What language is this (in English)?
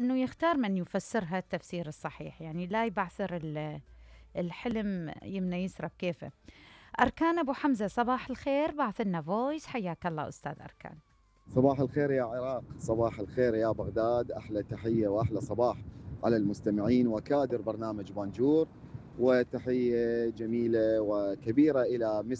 Mesopotamian Arabic